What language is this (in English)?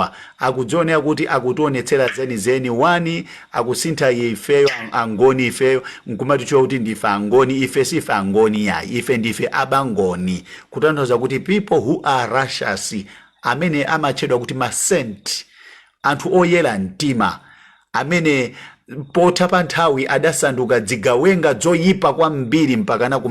Nyanja